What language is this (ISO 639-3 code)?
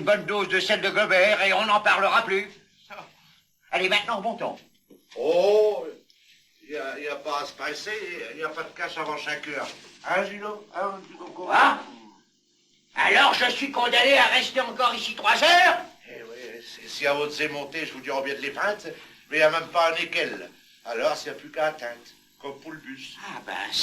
pcd